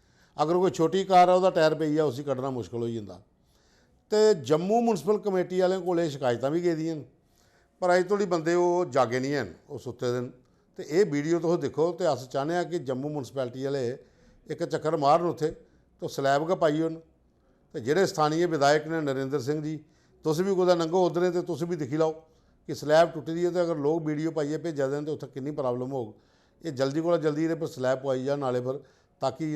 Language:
Dogri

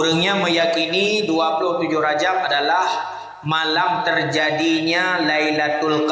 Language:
Achinese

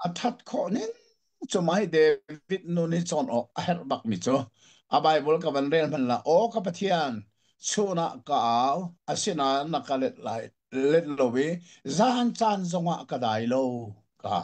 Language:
Hakha Chin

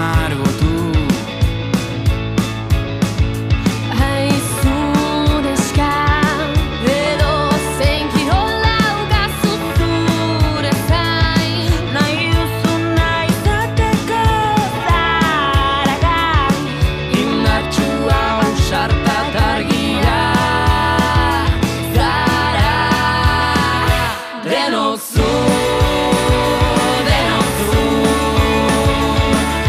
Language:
Basque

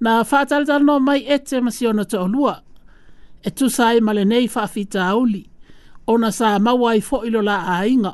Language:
Samoan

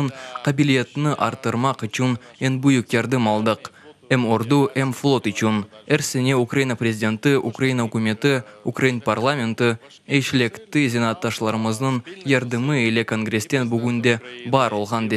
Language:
Crimean Tatar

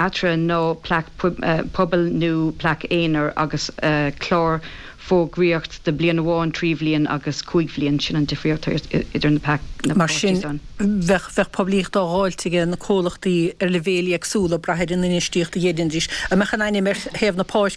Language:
Irish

